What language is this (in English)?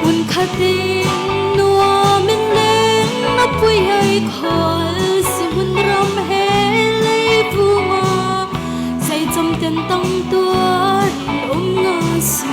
Falam Chin